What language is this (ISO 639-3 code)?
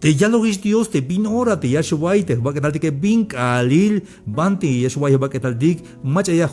tzh